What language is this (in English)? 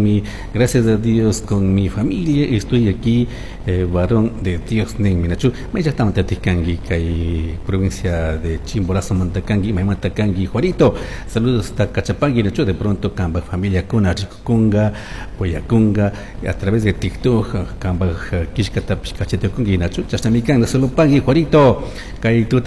Chimborazo Highland Quichua